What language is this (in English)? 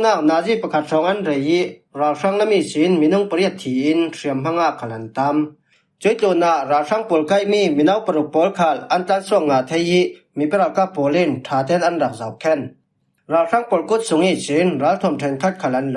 Falam Chin